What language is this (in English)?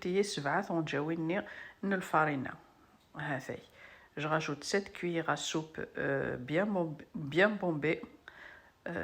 Kabyle